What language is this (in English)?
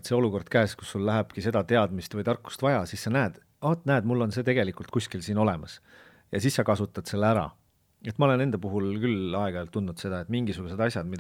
Estonian